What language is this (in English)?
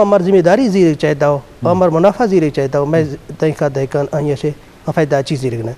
Eastern Balochi